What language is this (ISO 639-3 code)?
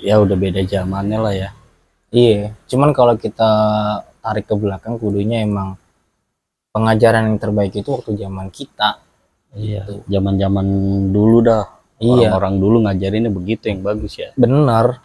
bew